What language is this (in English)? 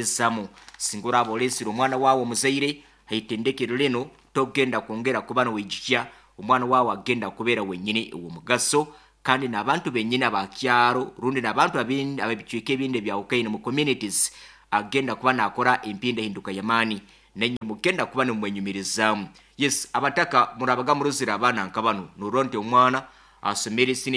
Nyoro